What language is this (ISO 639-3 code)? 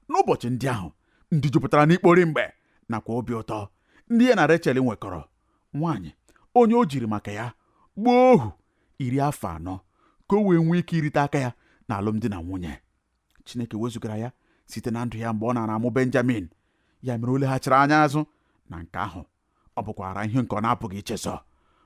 ibo